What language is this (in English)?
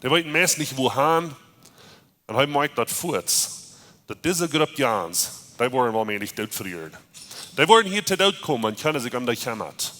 Plautdietsch